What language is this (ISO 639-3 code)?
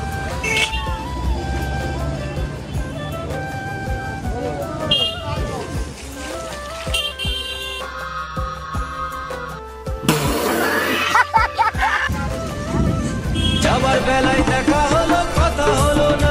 ben